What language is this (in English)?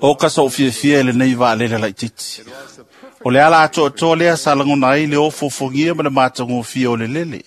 Samoan